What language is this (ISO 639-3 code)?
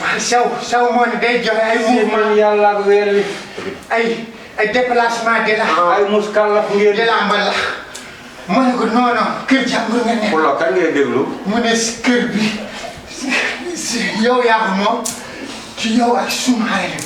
wol